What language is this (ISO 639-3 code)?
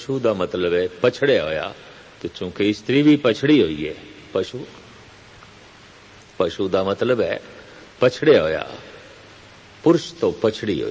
pan